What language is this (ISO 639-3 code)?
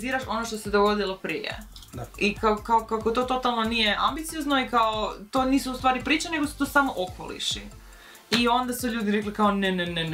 hrv